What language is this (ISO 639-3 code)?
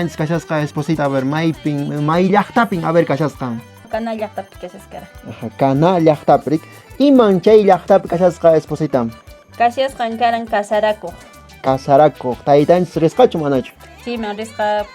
que